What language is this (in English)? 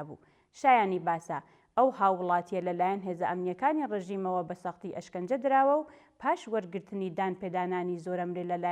Central Kurdish